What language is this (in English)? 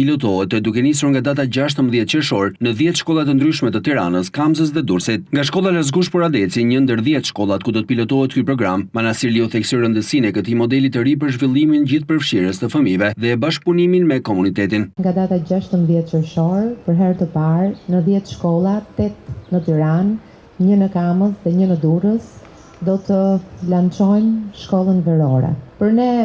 Albanian